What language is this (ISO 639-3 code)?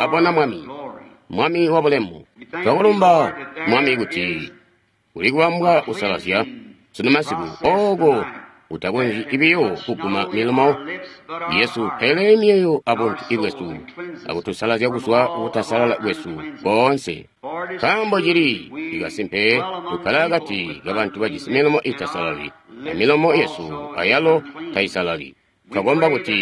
toi